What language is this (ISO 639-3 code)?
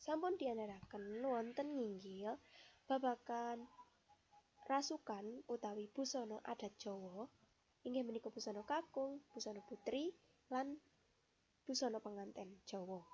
jav